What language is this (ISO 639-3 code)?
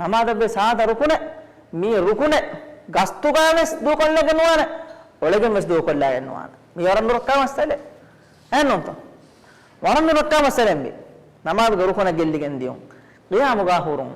div